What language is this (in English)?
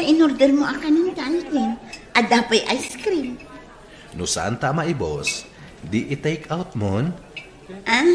Iloko